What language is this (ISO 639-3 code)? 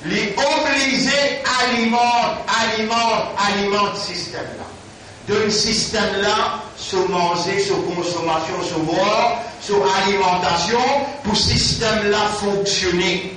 mfe